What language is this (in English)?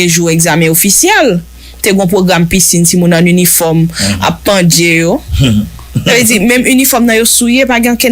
Haitian Creole